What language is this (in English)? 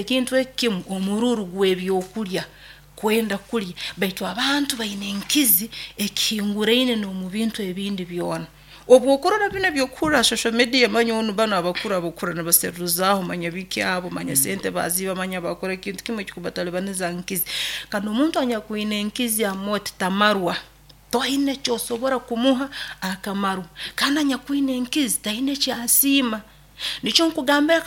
Nyoro